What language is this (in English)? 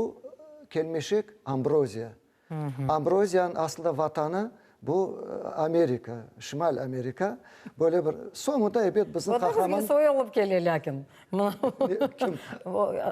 Crimean Tatar